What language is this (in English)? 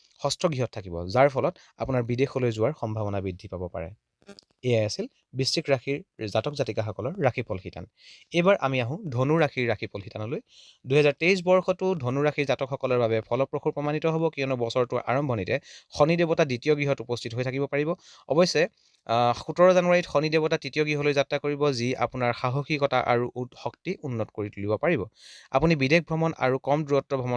Assamese